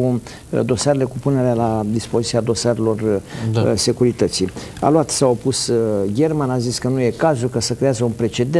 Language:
Romanian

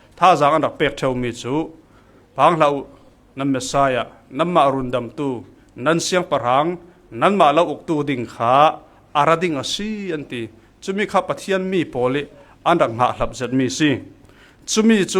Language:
Falam Chin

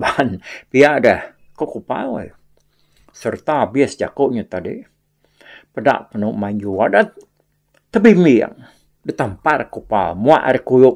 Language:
Iban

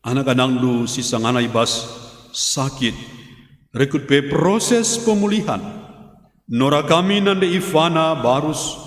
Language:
Batak Karo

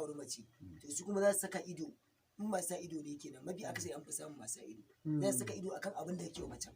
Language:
Hausa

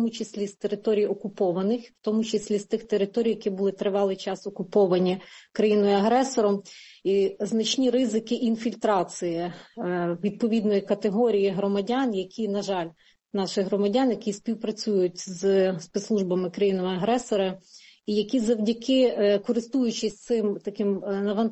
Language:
Ukrainian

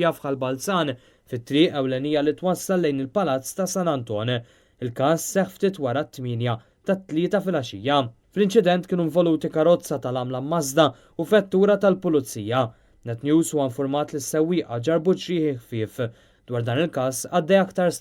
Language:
Maltese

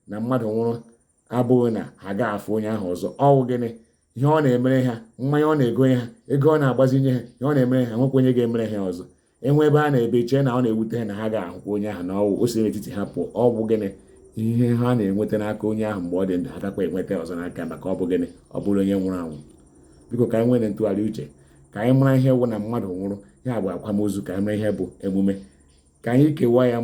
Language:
Igbo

